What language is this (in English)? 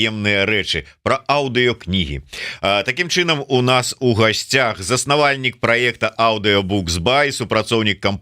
Belarusian